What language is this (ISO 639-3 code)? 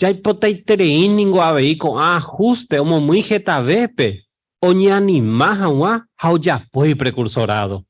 grn